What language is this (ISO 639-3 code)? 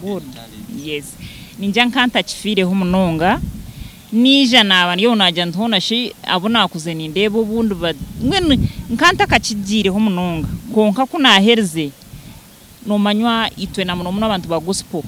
nyn